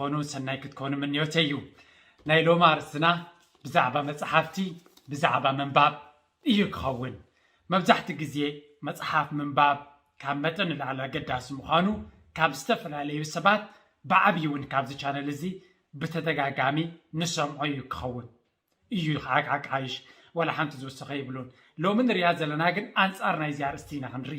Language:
Tigrinya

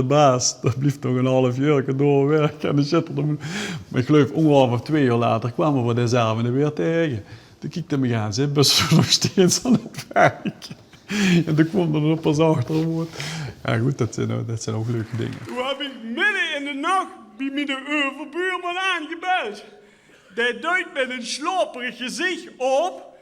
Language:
Limburgish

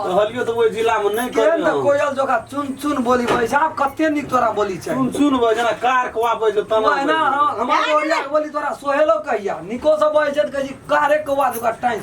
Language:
Maithili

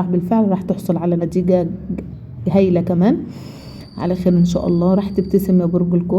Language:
Egyptian Arabic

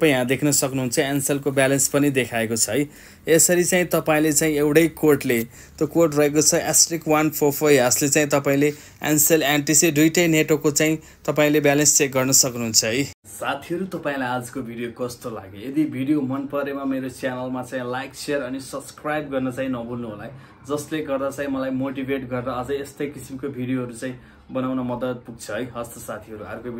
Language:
Nepali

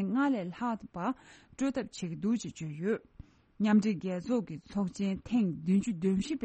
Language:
Tibetan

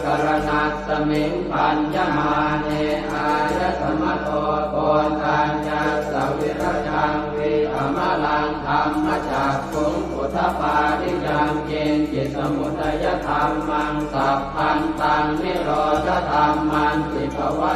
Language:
Pali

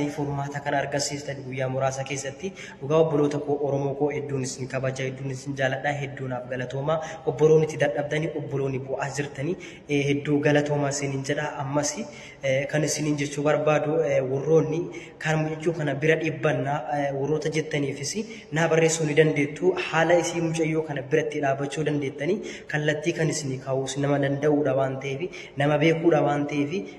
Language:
Oromo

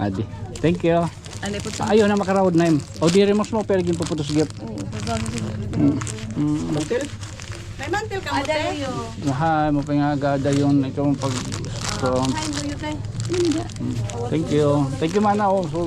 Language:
Waray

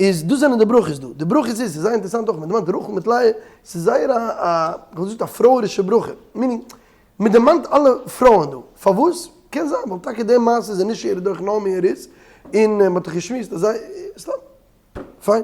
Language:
Yiddish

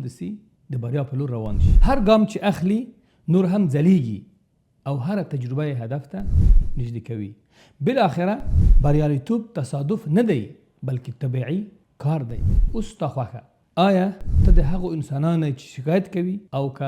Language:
Pashto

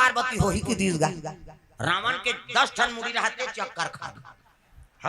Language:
Chhattisgarhi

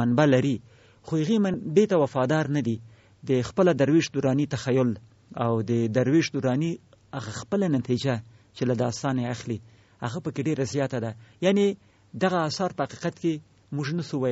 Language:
Pashto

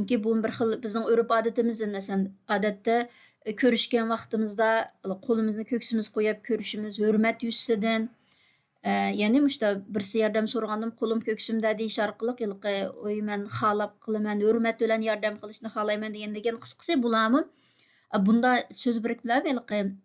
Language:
Uyghur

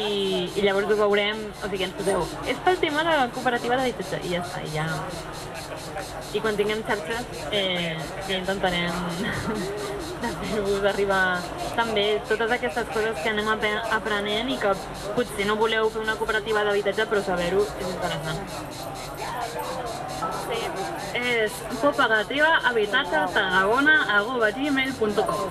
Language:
Catalan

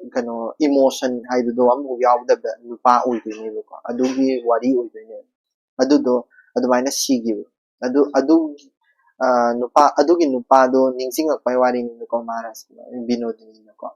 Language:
Manipuri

